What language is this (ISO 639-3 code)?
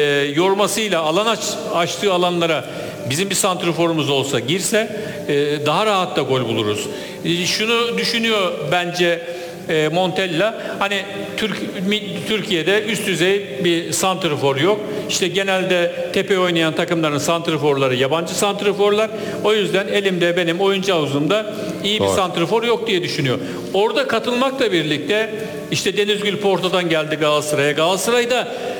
tur